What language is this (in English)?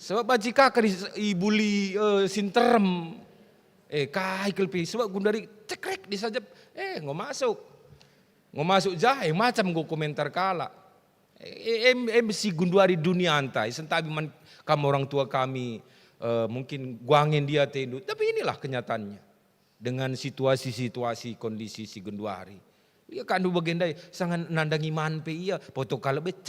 Batak Karo